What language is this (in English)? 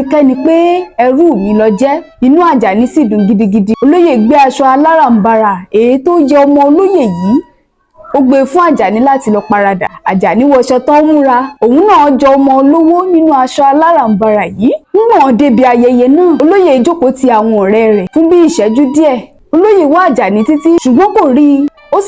Yoruba